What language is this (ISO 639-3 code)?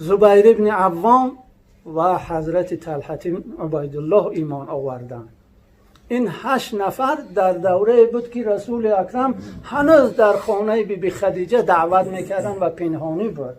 tgk